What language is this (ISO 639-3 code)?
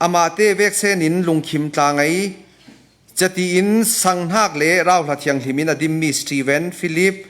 cfm